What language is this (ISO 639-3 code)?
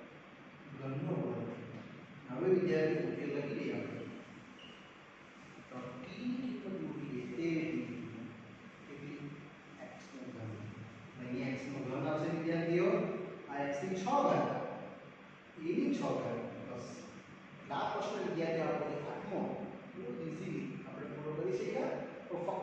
guj